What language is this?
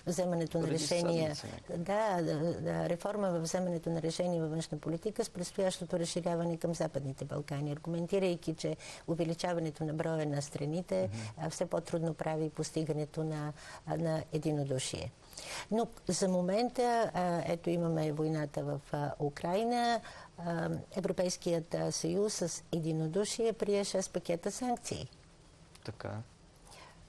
Bulgarian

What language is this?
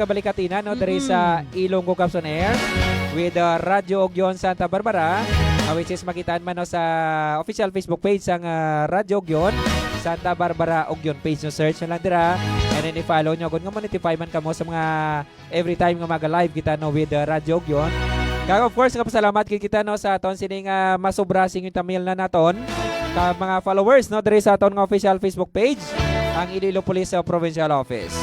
Hiligaynon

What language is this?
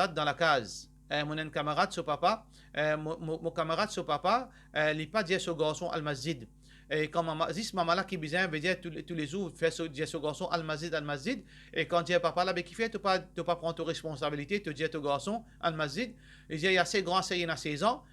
Morisyen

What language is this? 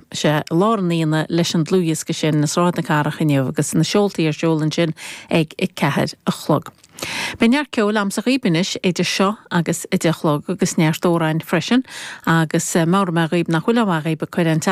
Irish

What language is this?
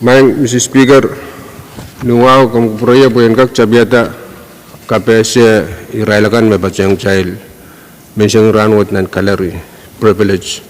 Pohnpeian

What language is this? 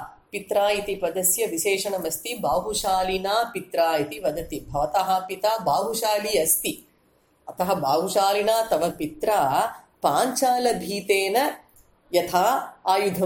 Sanskrit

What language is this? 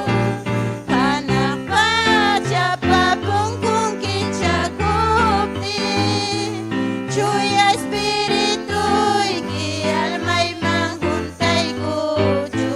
Ayacucho Quechua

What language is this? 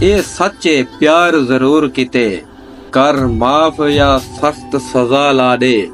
Saraiki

